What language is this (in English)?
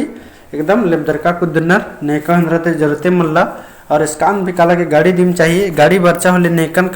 Kurukh